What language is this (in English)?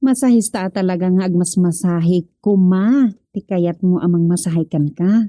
Iloko